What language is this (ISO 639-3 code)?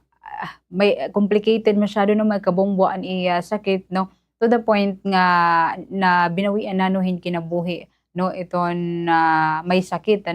war